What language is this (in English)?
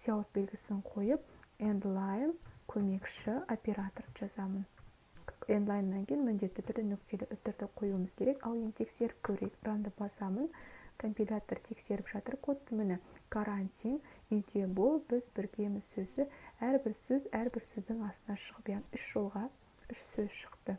Kazakh